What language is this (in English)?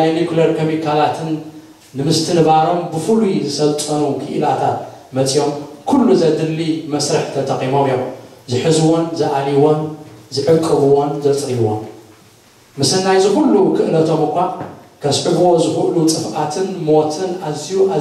Tigrinya